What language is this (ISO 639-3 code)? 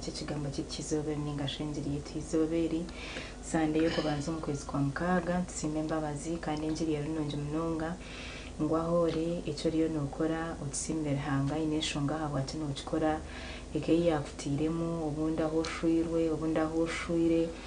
nyn